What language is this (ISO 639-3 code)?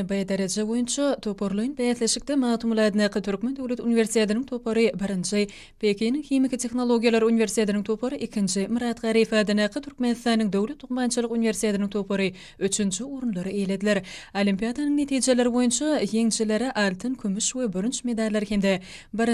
tuk